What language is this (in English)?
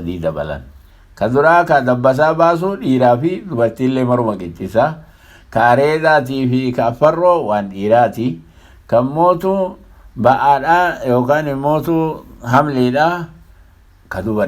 Oromo